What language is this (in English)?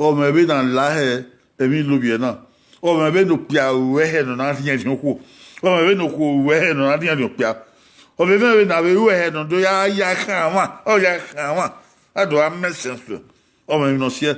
Bini